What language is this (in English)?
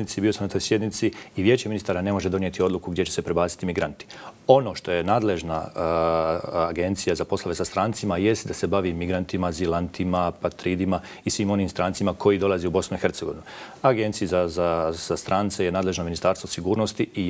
Croatian